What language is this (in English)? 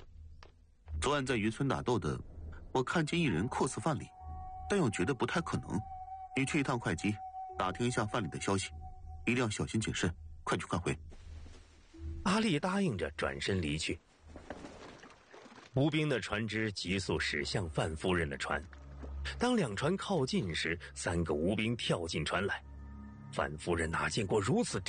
Chinese